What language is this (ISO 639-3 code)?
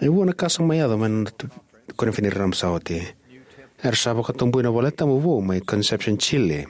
fij